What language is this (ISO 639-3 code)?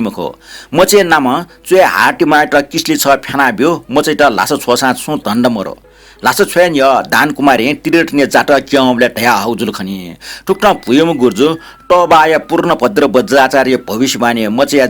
new